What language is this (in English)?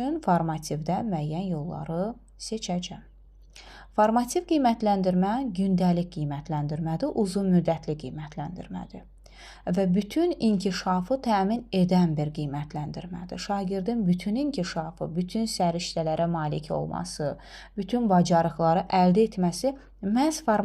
Azerbaijani